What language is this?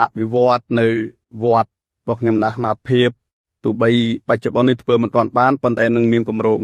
Khmer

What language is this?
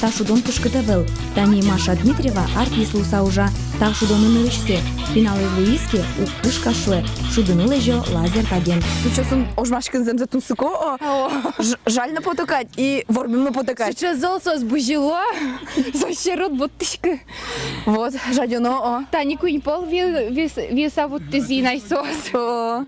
Udmurt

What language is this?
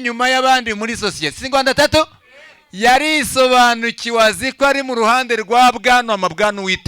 Kinyarwanda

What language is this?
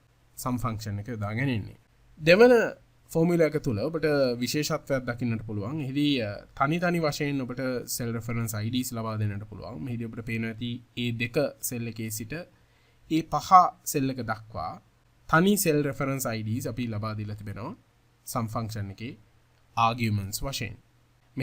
Sinhala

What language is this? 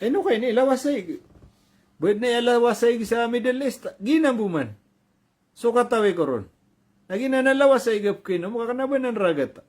Maranao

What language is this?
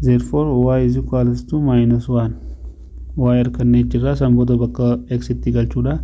Oromo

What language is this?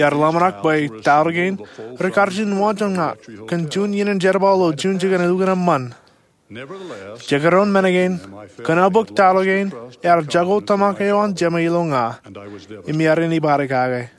Marshallese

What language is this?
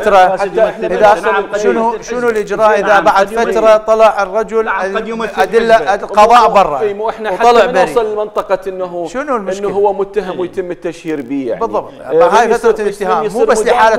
Mesopotamian Arabic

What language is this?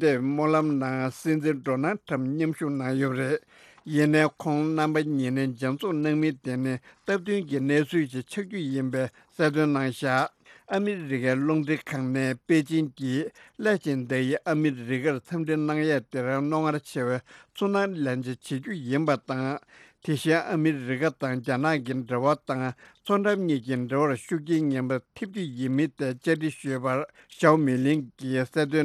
Tibetan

